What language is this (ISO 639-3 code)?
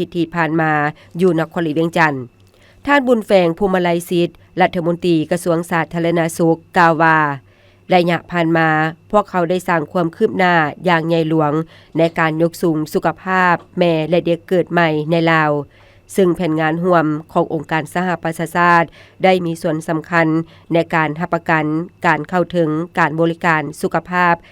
lao